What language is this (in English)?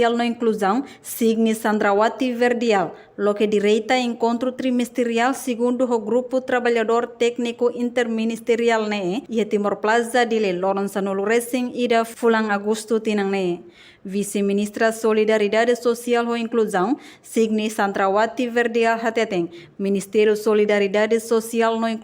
Tetum